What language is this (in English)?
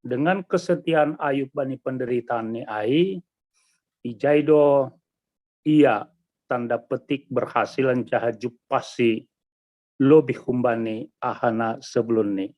Batak Simalungun